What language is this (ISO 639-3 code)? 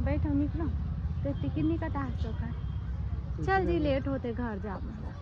hne